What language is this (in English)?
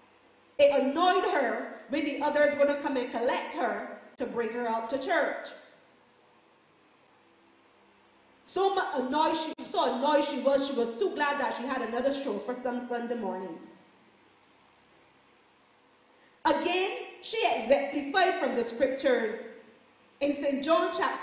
English